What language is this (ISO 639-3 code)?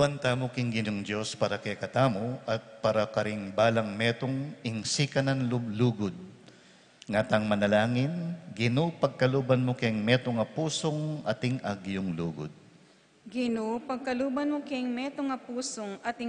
pam